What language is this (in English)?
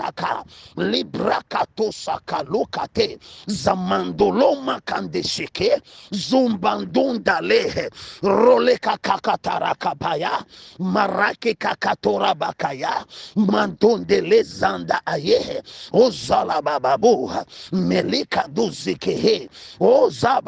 Ewe